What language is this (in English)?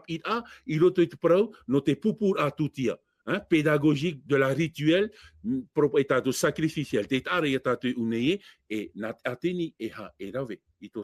Tahitian